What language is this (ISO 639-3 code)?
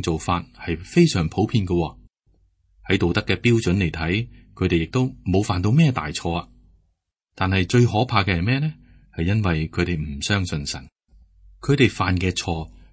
yue